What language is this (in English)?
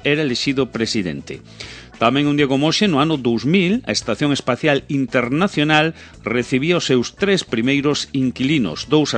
Galician